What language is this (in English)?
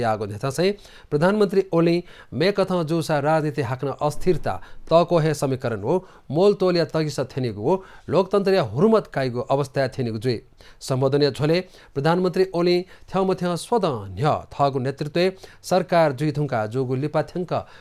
Newari